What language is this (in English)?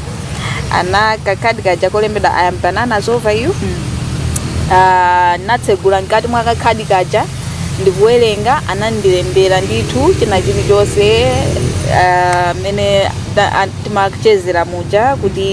Nyanja